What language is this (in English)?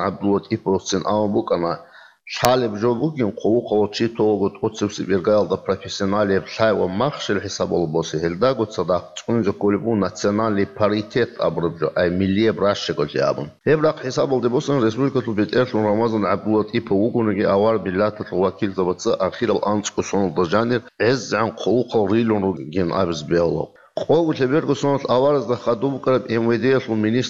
Avaric